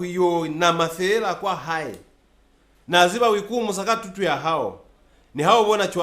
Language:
Lozi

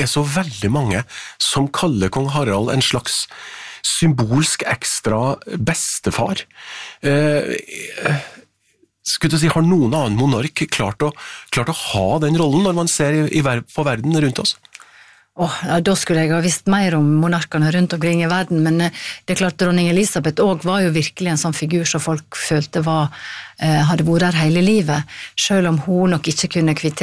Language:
Norwegian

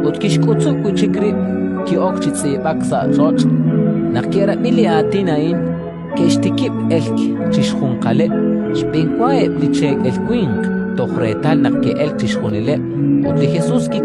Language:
Kekchí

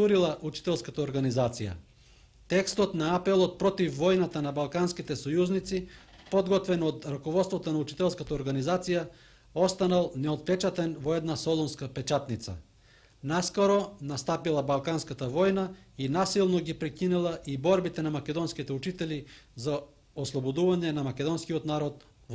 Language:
Macedonian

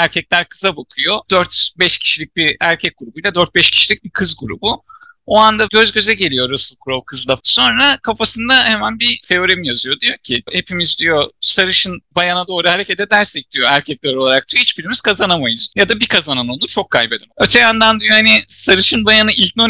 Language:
Turkish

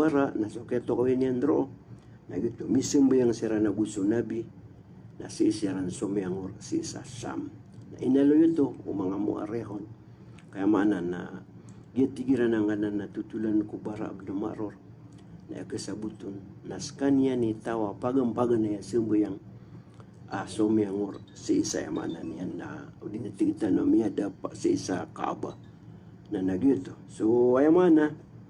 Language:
Maranao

